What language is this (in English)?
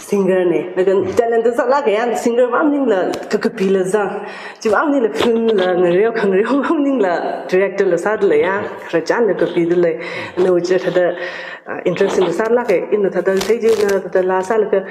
Tangkhul Naga (India)